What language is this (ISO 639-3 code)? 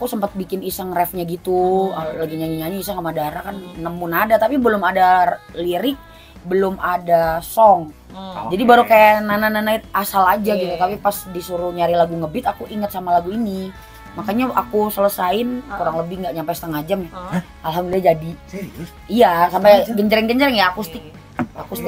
ind